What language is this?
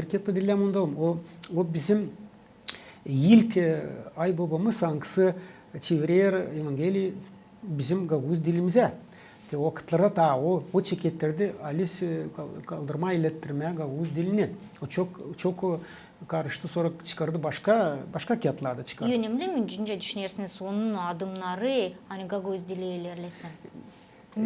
Gagauz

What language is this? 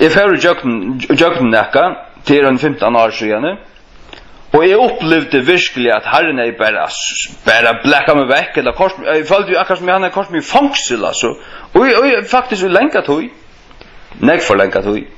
Faroese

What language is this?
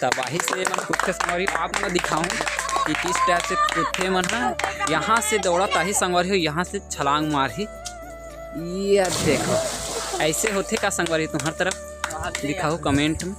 Chhattisgarhi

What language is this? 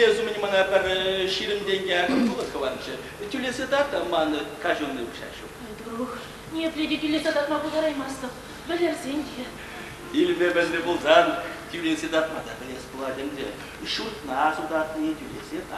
Chuvash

